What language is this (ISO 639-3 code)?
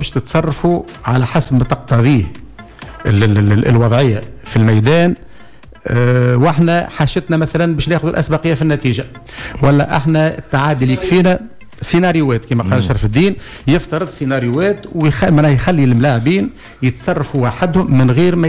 aeb